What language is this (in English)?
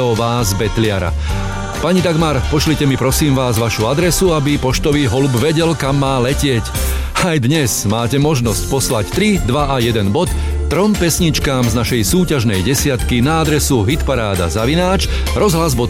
Slovak